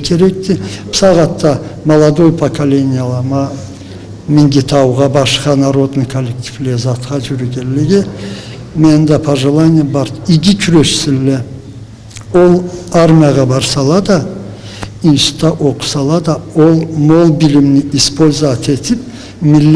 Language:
Karachay-Balkar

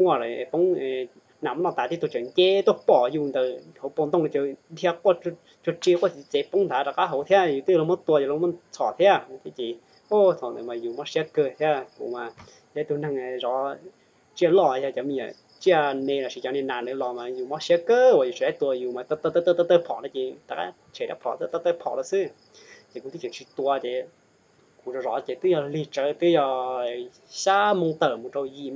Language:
Hmong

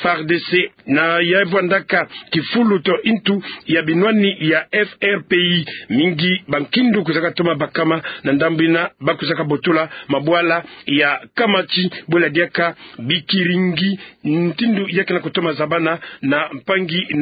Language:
Kituba (Democratic Republic of Congo)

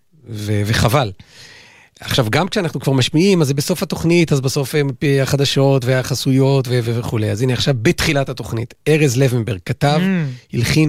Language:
Hebrew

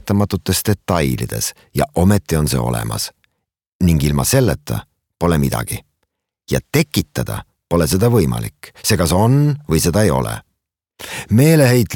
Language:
Estonian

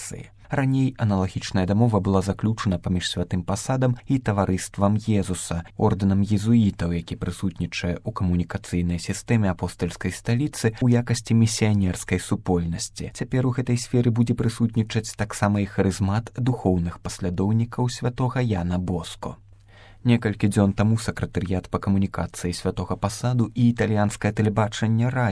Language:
Belarusian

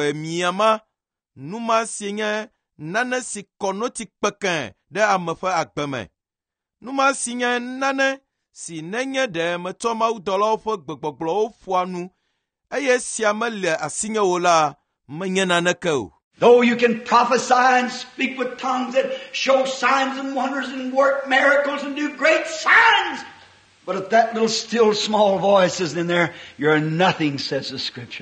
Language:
Ewe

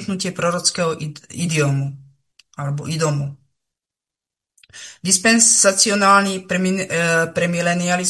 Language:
Slovak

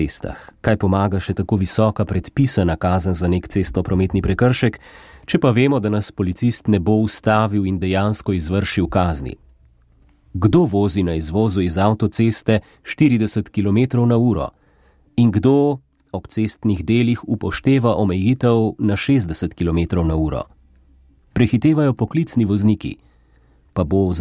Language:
Slovenian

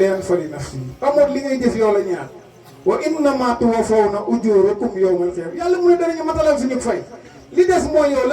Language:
Wolof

